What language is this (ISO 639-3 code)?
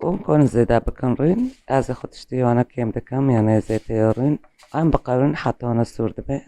kur